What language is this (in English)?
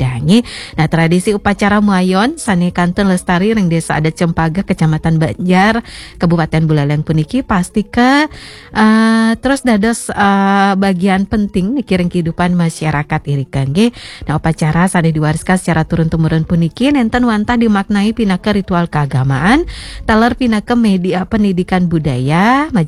Balinese